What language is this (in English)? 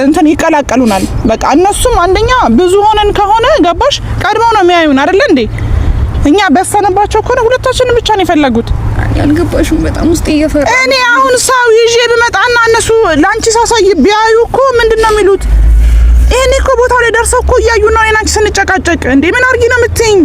Amharic